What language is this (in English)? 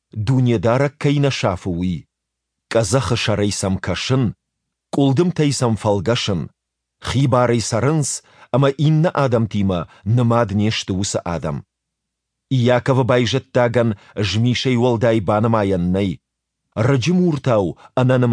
Ossetic